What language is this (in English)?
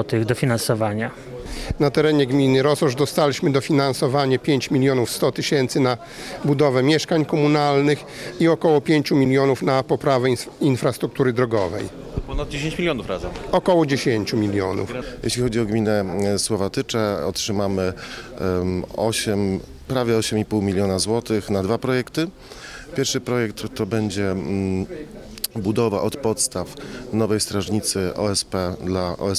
Polish